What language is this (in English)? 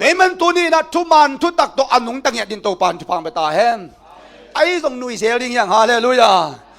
Tedim Chin